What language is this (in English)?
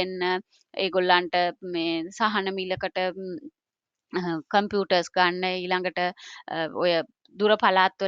Sinhala